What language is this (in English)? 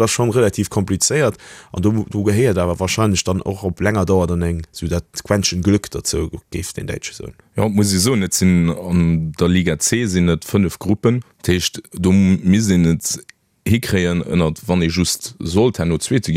Luxembourgish